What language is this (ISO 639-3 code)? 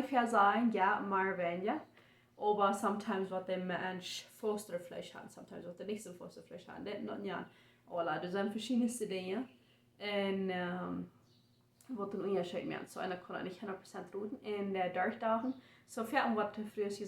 pdt